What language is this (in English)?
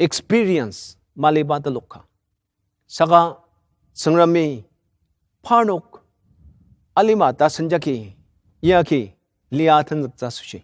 Ao Naga